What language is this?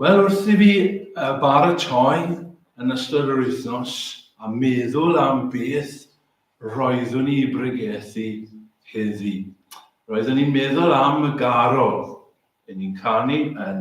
Welsh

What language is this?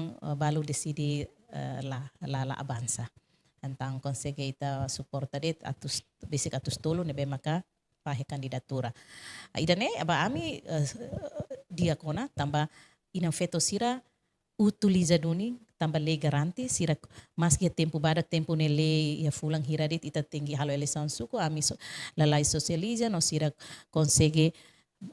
Tetum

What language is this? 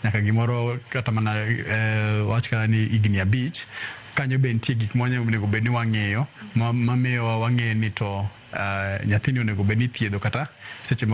Luo (Kenya and Tanzania)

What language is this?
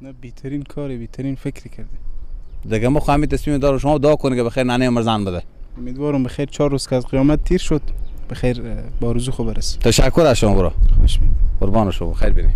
Persian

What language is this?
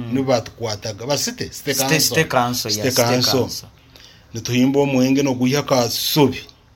Nyoro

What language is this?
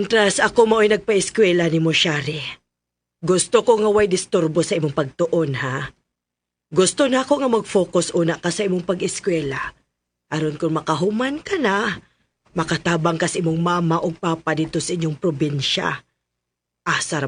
Cebuano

